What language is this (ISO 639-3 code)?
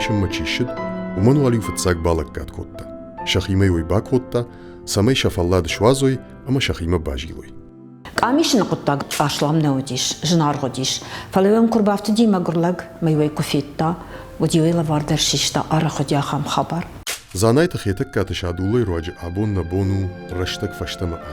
oss